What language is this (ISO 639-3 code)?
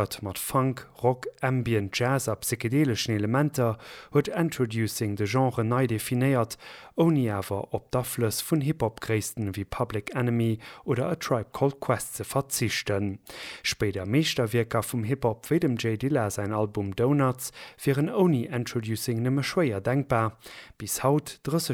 ltz